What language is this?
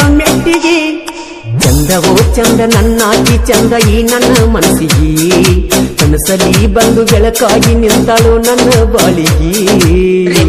Kannada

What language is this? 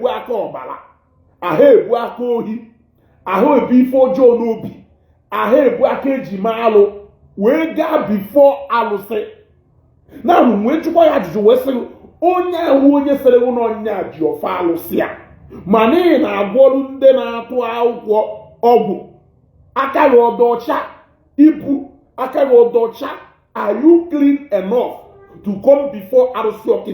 Igbo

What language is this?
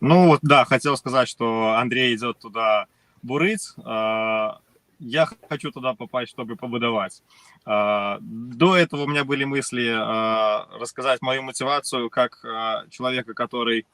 Belarusian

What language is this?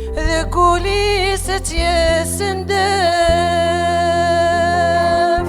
Kabyle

